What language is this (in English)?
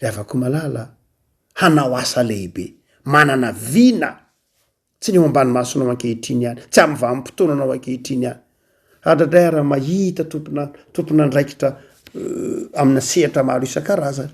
Malagasy